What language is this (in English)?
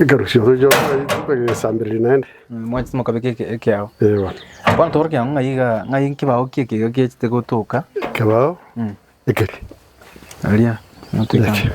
Gusii